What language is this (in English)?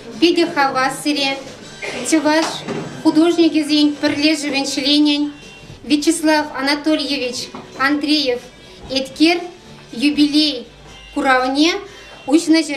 Chuvash